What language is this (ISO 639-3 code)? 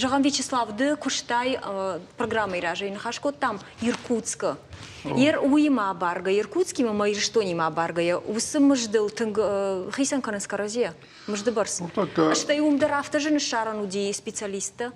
oss